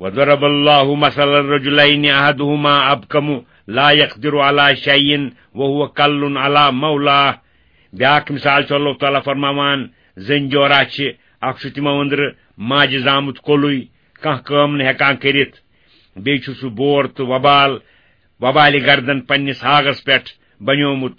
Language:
Kashmiri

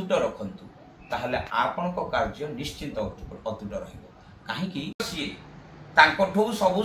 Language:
Odia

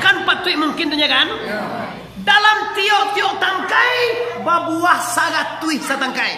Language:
Minangkabau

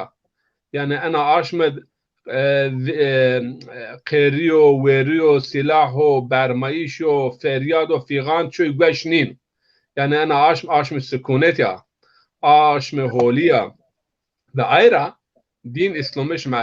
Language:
Zaza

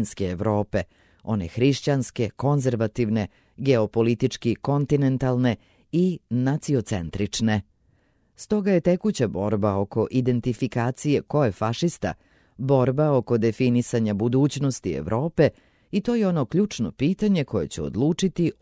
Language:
Serbian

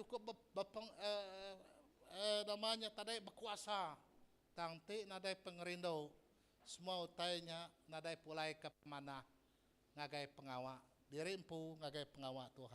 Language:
Iban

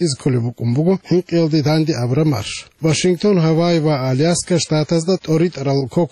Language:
Avaric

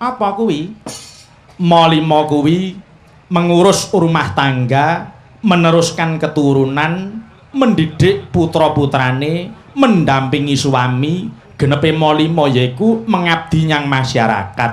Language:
Javanese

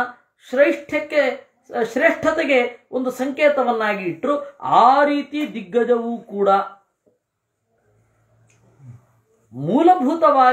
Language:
Kannada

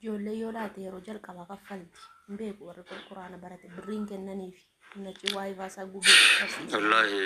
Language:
Oromo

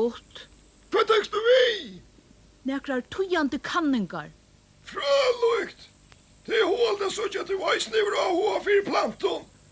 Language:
Faroese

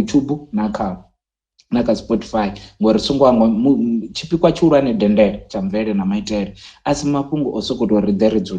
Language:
Venda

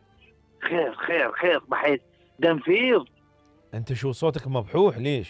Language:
Mesopotamian Arabic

